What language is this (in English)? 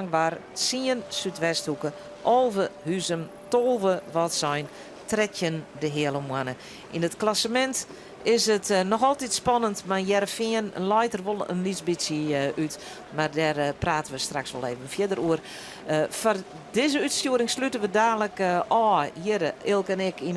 Western Frisian